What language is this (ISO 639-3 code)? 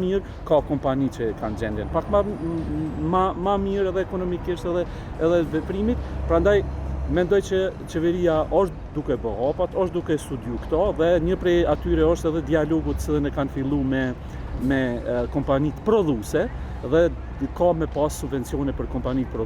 sqi